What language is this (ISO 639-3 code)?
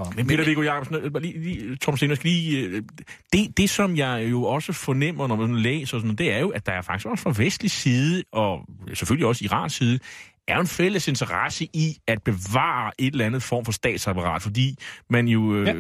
dan